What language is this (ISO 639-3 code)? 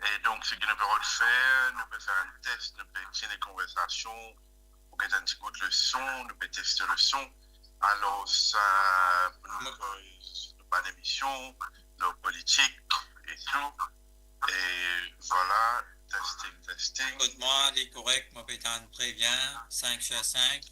mfe